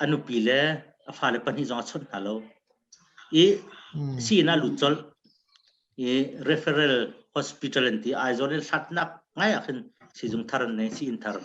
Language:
Hakha Chin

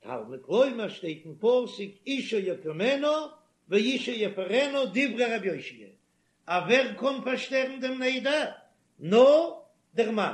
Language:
Yiddish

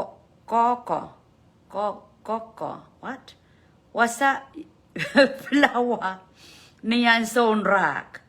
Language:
Pohnpeian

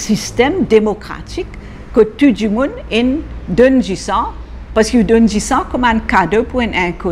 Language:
Morisyen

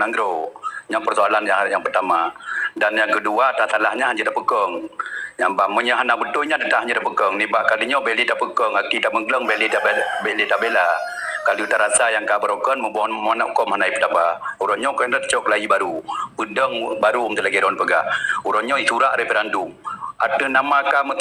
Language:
Achinese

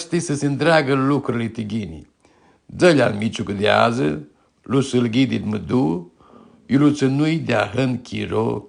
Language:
Aromanian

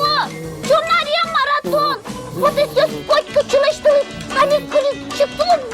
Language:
Udmurt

